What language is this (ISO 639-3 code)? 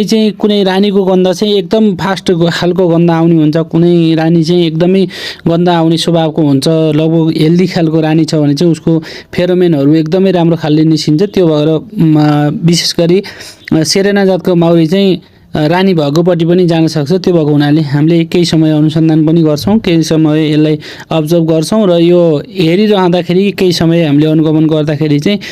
nep